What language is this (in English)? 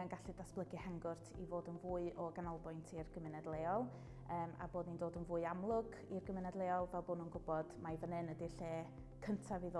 Welsh